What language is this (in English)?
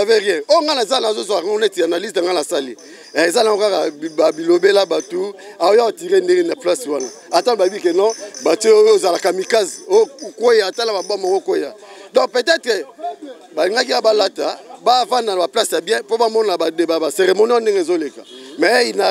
Lingala